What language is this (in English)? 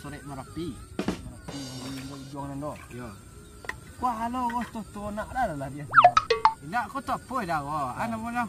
Minangkabau